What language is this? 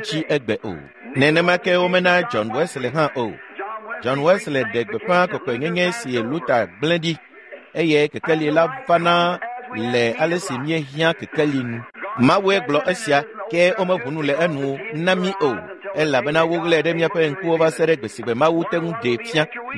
Ewe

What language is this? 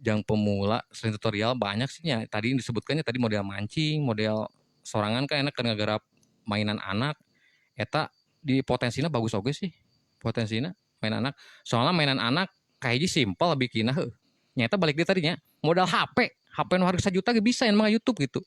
Sundanese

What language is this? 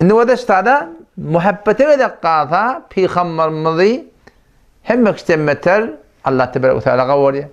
Turkmen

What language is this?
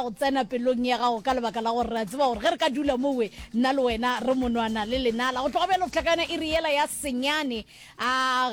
Northern Sotho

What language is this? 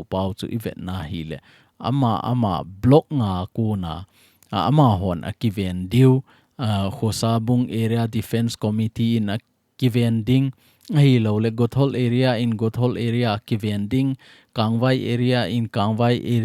Thado Chin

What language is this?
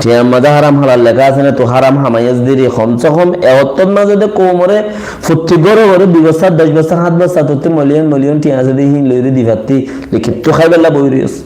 Rohingya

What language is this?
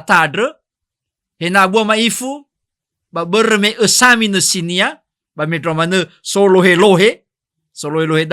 Nias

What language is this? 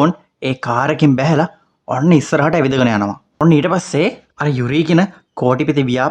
Sinhala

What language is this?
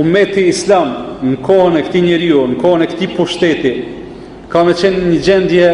Albanian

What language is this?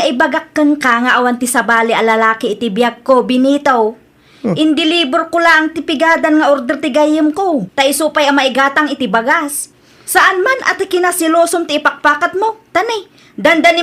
Iloko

